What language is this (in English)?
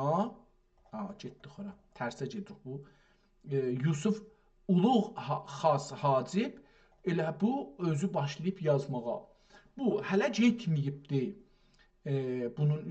South Azerbaijani